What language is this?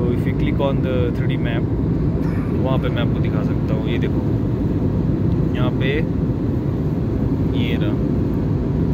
Hindi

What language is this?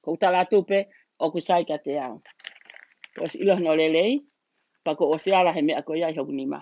Tongan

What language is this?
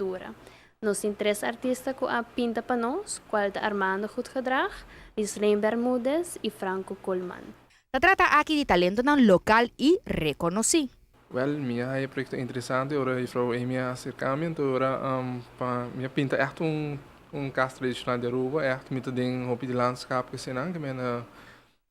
Papiamento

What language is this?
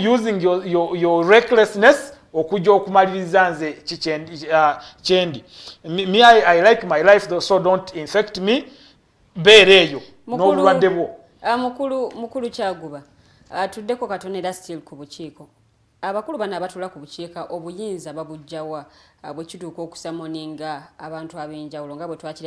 Ganda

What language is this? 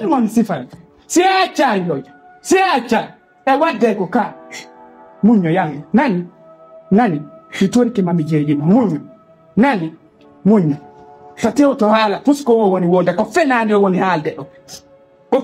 Pular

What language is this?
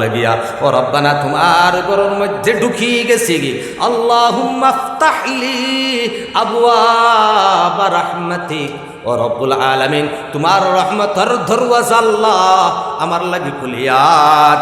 Sylheti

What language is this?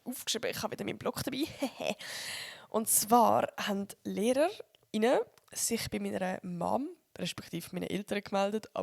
Swiss German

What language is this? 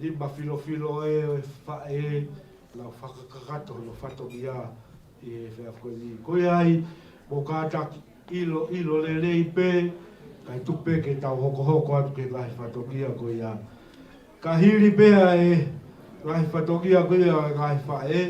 Tongan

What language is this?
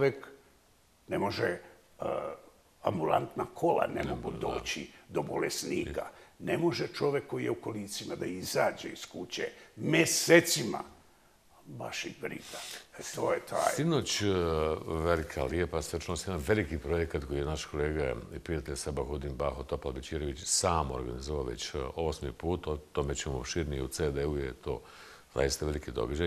Bosnian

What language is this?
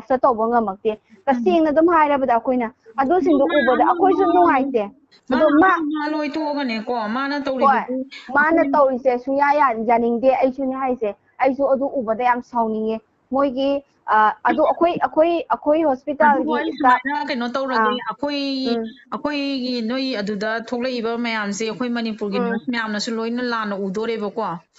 Manipuri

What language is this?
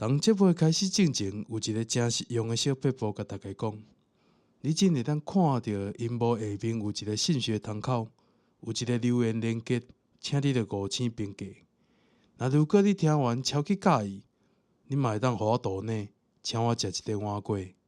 Min Nan Chinese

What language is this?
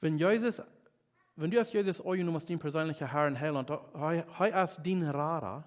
Plautdietsch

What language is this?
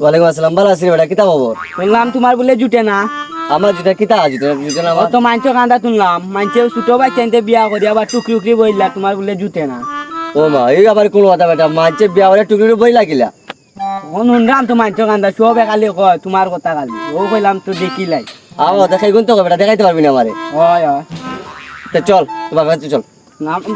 Sylheti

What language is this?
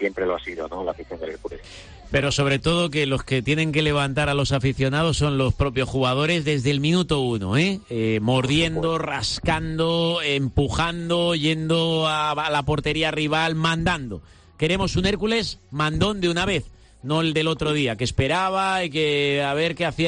Spanish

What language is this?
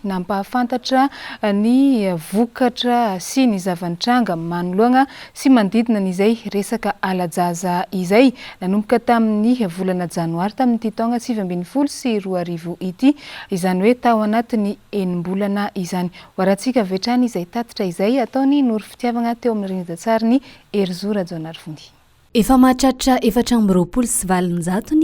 Malagasy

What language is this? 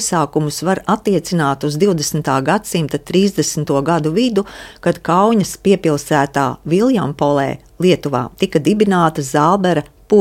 Latvian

